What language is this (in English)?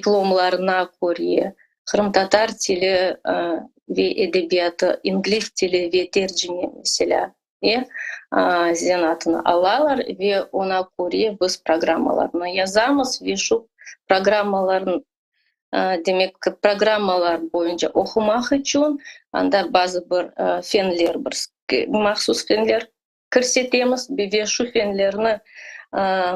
Crimean Tatar